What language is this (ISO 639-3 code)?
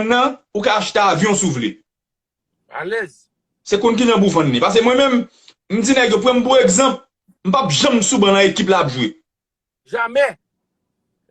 hat